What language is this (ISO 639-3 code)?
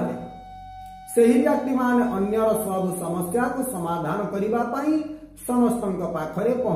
ori